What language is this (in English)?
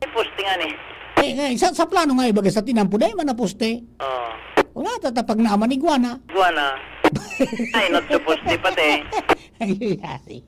Bikol